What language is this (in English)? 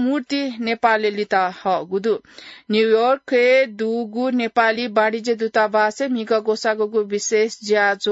Newari